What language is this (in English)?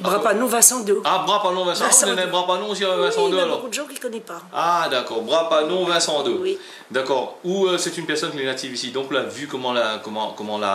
Réunion Creole French